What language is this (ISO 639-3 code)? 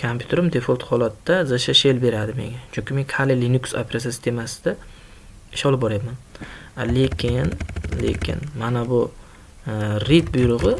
uzb